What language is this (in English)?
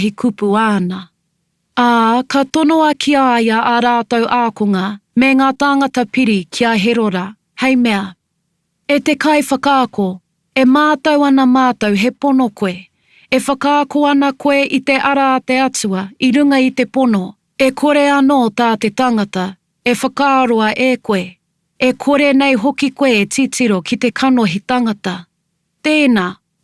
Māori